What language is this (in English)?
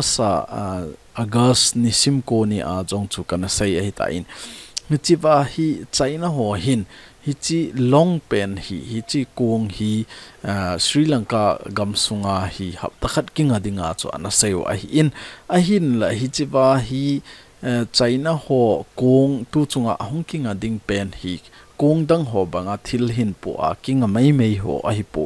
Thado Chin